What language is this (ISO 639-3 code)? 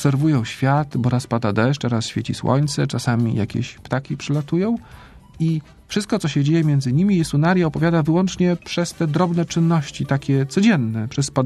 pol